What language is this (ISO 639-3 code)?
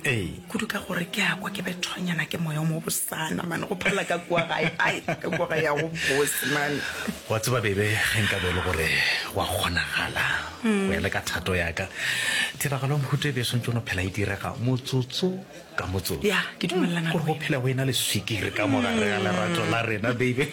nso